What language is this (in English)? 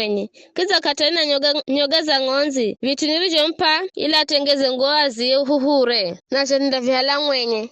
Giryama